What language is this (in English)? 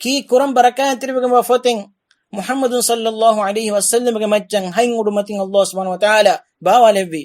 Divehi